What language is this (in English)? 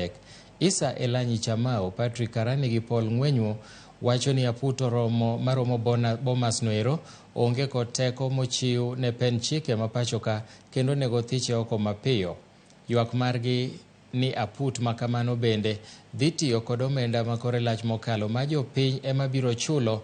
Luo (Kenya and Tanzania)